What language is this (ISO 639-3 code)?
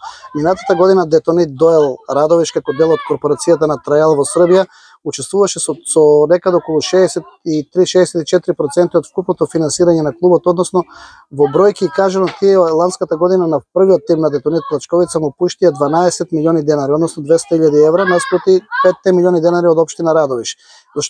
mkd